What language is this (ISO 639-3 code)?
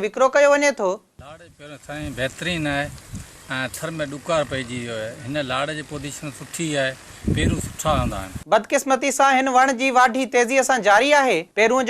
snd